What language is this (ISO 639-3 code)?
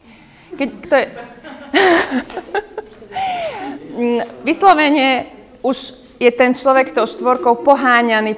slk